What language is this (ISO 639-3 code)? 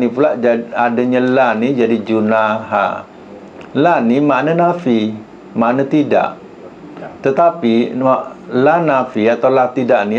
msa